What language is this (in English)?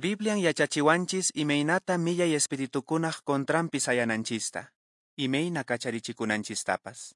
Quechua